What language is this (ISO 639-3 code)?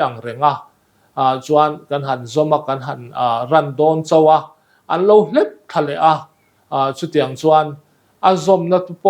lus